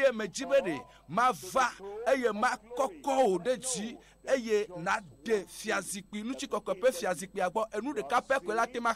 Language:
Ewe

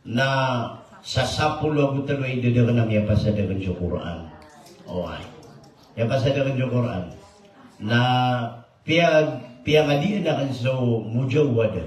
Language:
Maranao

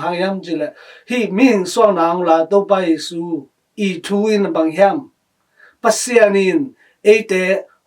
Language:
Tedim Chin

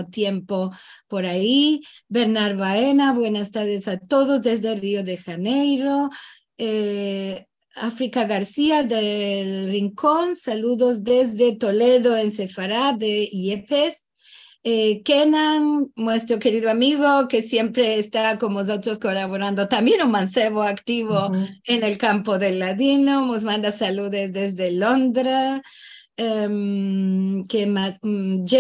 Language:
Ladino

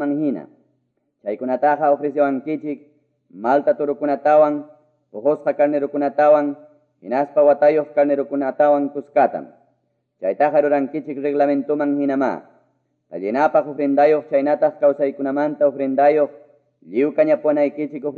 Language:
Quechua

